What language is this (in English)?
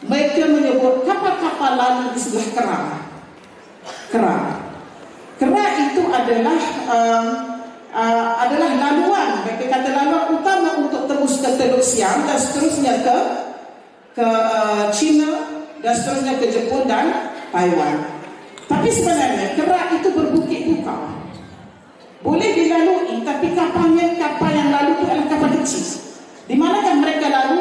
Malay